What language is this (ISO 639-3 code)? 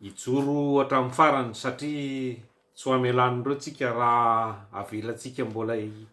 mlg